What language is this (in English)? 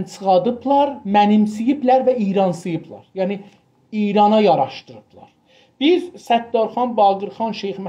South Azerbaijani